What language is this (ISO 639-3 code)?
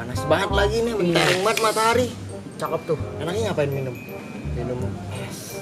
bew